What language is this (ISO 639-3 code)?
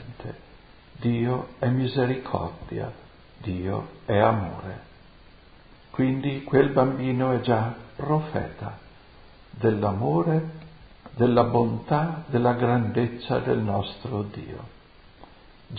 ita